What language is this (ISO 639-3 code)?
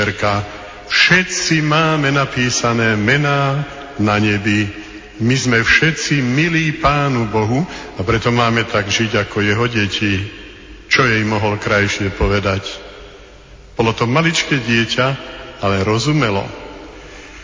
slk